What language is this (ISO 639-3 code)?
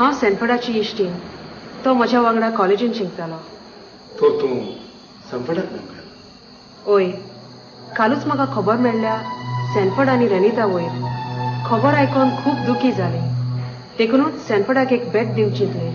kok